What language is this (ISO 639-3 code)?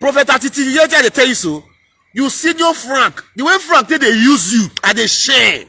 pcm